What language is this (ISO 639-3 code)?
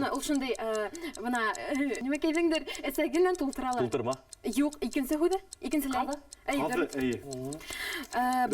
bak